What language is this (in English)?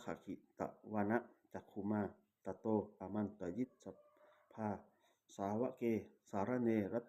Pali